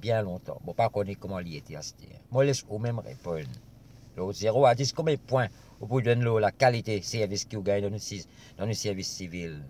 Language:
Morisyen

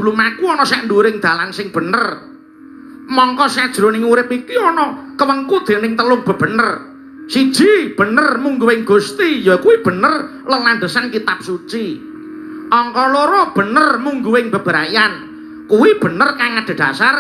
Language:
Javanese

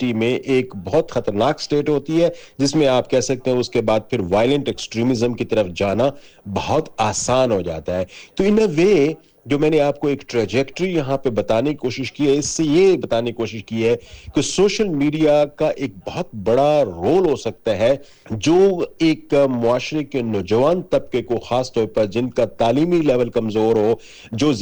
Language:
Urdu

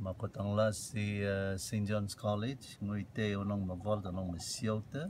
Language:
Rotuman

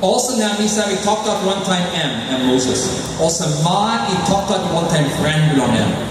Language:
Tok Pisin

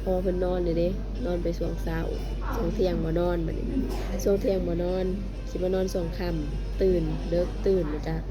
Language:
Northeastern Thai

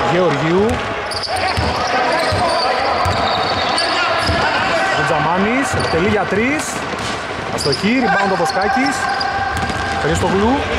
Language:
Greek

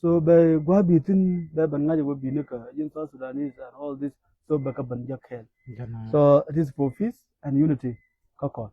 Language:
Nuer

